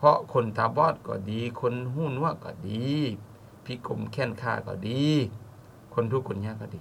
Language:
Lao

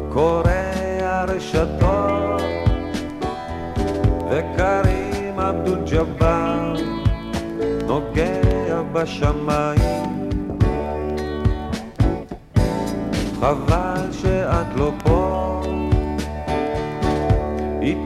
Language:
Hebrew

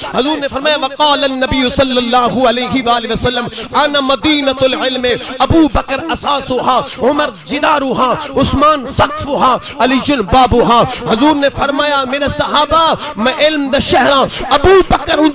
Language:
Saraiki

